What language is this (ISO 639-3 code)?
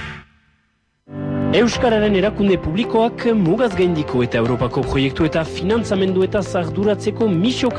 eus